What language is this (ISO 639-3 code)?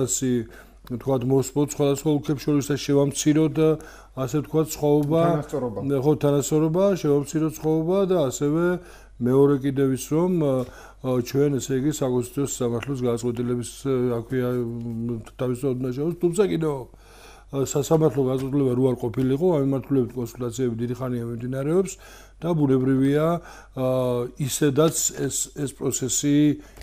kat